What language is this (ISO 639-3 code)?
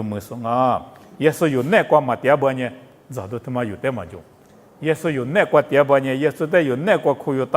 lis